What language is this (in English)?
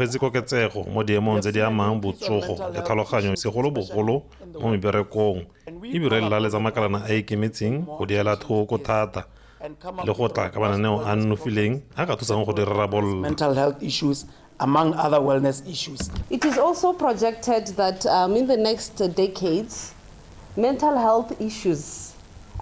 Tswana